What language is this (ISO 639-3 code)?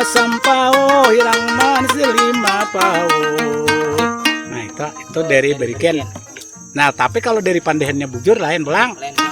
bjn